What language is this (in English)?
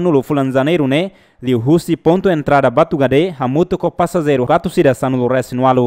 Tetum